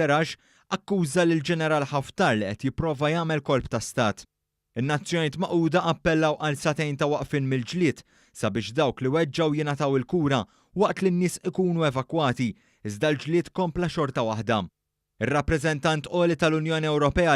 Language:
Maltese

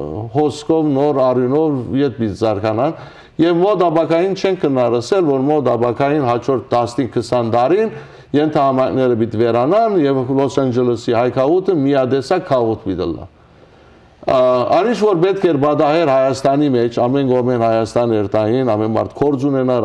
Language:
Western Armenian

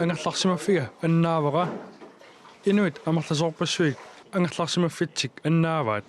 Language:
Kalaallisut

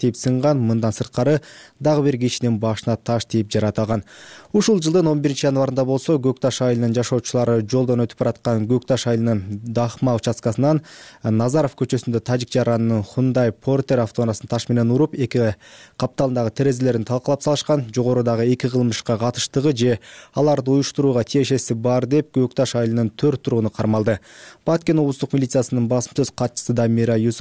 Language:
Kyrgyz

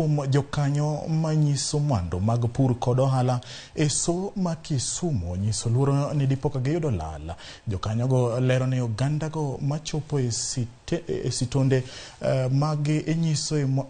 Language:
Luo (Kenya and Tanzania)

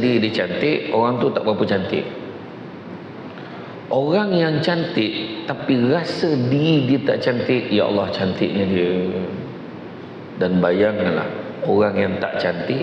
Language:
Malay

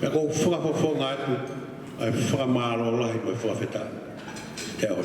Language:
Tongan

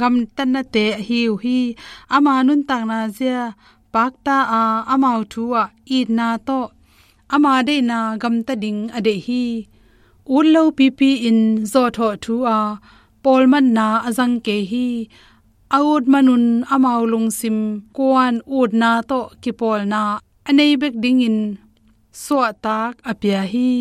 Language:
Tedim Chin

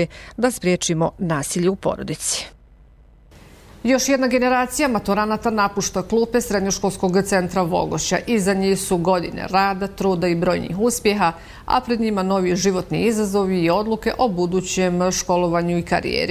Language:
Bosnian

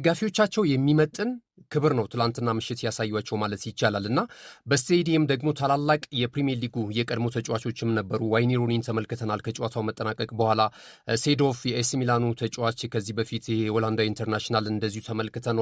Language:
Amharic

